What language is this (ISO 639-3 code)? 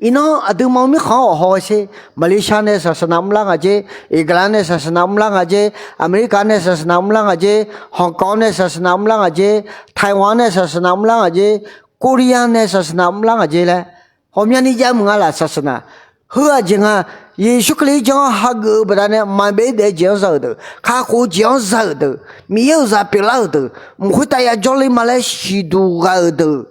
ahk